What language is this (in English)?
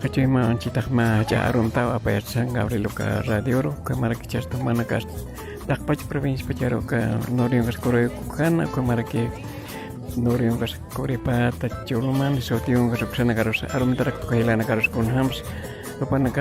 Aymara